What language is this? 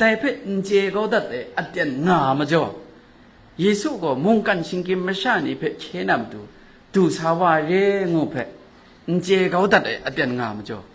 Kachin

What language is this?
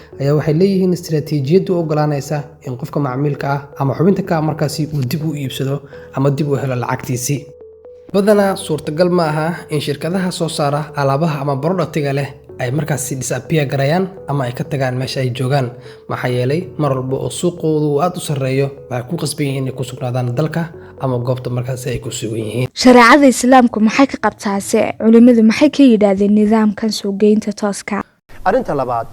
Somali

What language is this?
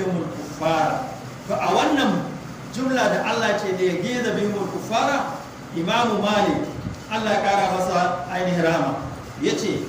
Hausa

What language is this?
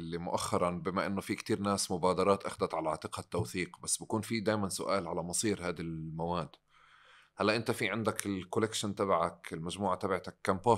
North Levantine Arabic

